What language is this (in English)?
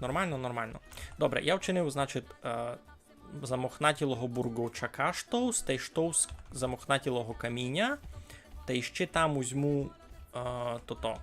Rusyn